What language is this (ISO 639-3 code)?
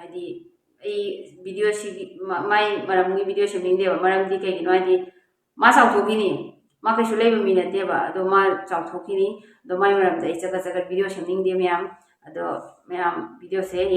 mni